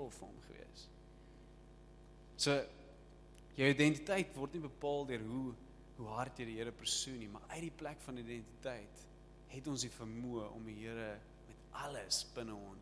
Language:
Afrikaans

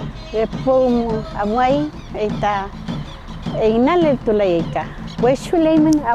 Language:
Mapuche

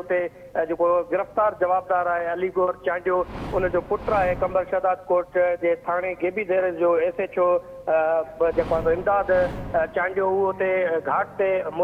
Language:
Sindhi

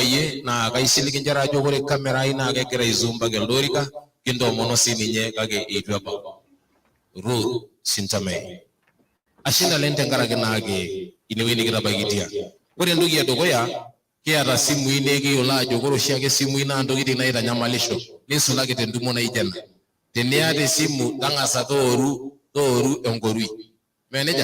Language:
Masai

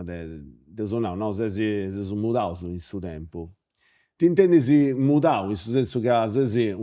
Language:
Sardinian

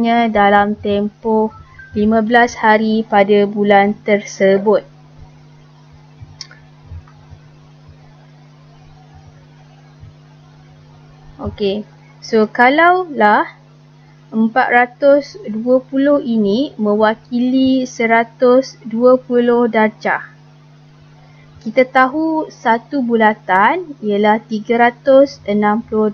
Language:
Malay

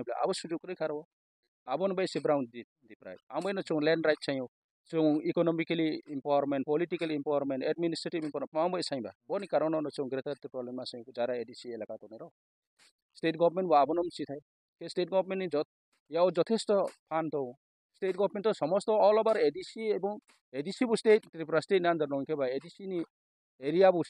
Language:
Kok Borok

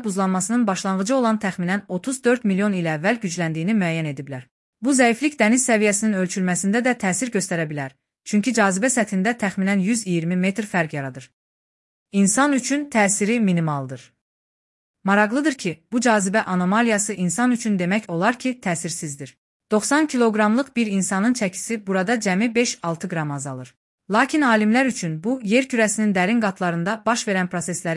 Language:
Azerbaijani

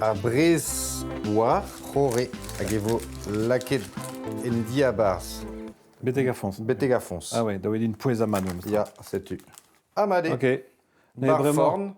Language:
Breton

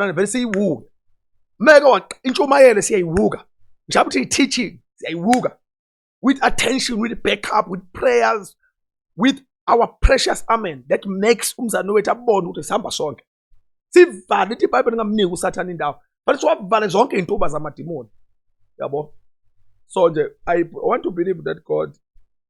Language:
Zulu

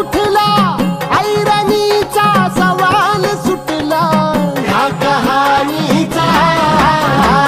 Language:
Marathi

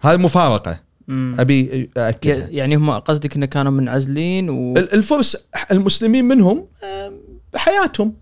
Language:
Gulf Arabic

